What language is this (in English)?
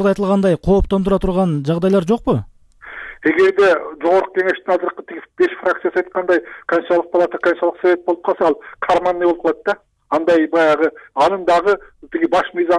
Kyrgyz